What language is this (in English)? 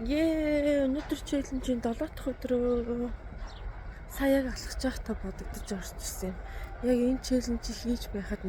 Mongolian